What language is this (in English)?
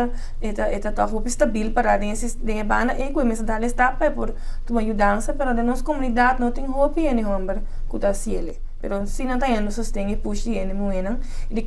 Papiamento